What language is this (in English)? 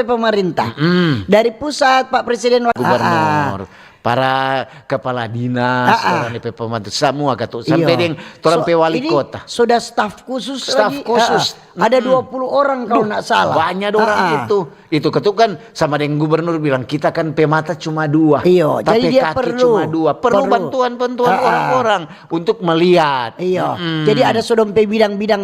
Manado Malay